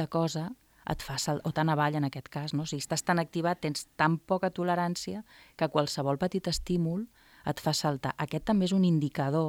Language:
Catalan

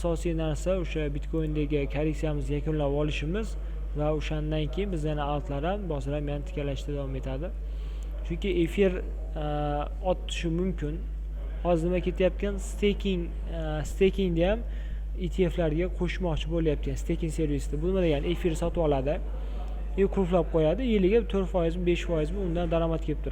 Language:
Uzbek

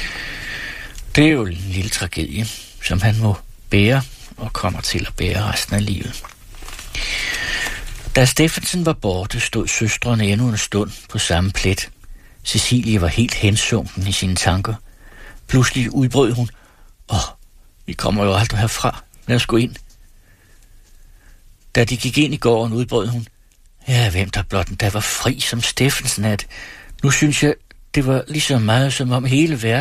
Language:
Danish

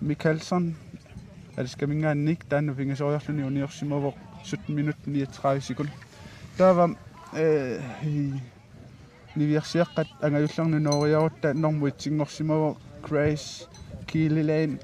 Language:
Kalaallisut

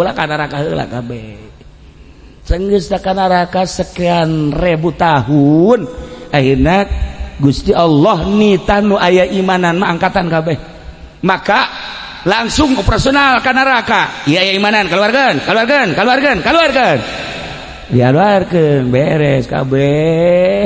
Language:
Sundanese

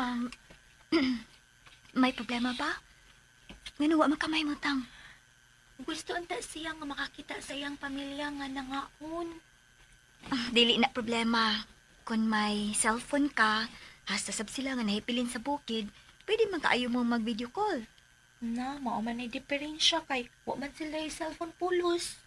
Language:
Cebuano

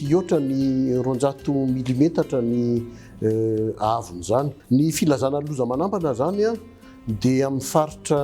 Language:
Malagasy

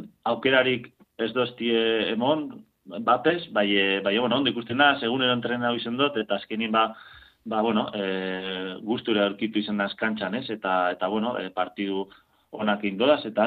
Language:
Basque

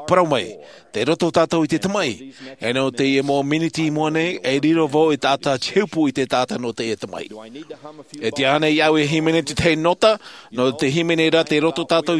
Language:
Tahitian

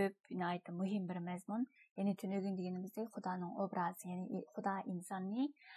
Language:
Uyghur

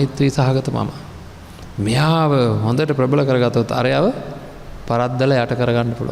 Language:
Sinhala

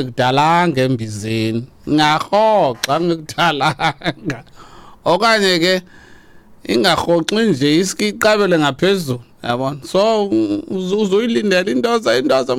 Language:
Xhosa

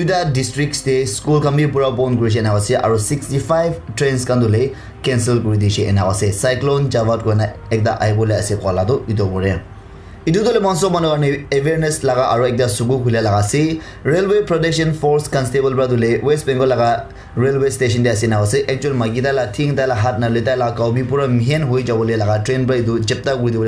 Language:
Naga Pidgin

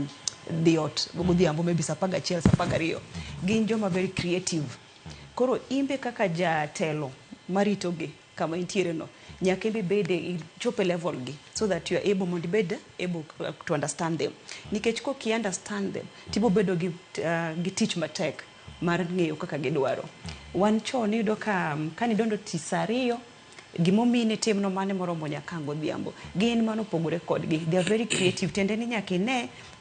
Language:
Luo (Kenya and Tanzania)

